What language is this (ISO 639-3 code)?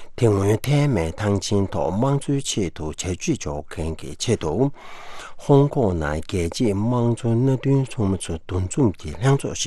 bod